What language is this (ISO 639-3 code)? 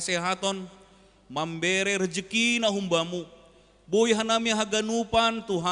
bts